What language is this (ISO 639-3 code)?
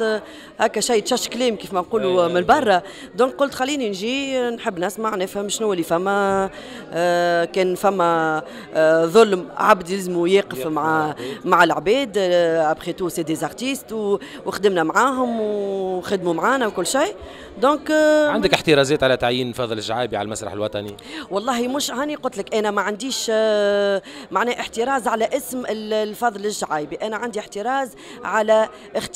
aeb